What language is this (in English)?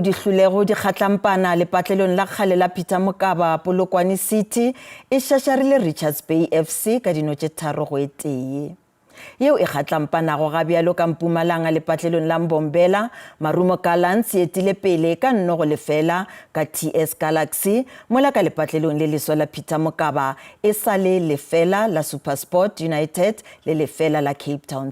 Northern Sotho